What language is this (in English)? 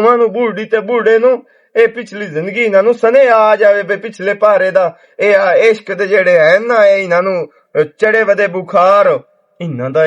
Western Panjabi